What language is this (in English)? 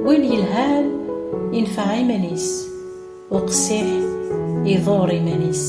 Kabyle